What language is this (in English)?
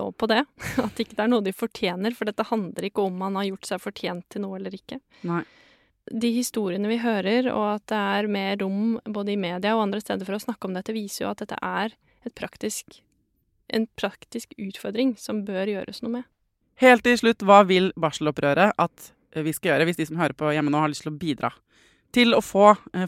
Norwegian